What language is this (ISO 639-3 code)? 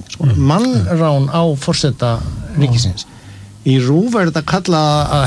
isl